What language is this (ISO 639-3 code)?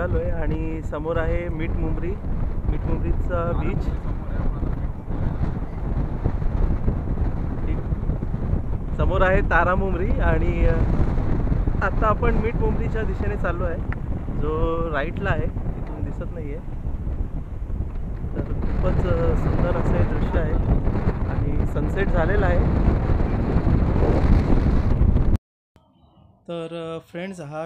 mar